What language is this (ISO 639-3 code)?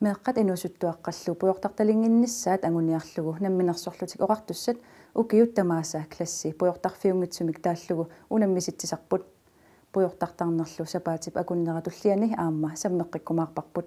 kal